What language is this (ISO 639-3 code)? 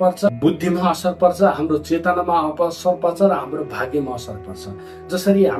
nep